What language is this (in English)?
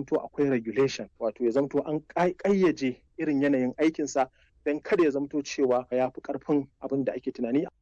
Hausa